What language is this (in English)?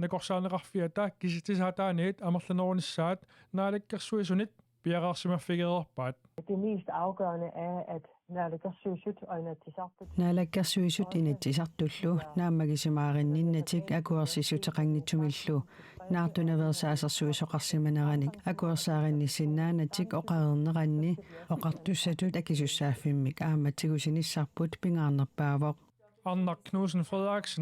Kalaallisut